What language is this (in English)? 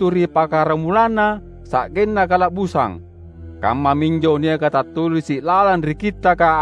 Makasar